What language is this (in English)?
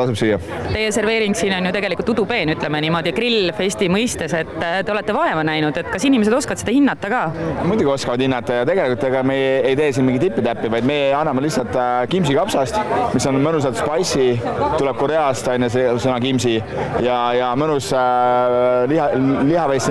Estonian